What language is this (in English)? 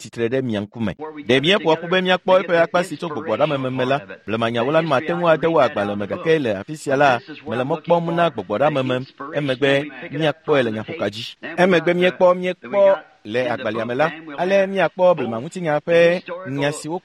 Ewe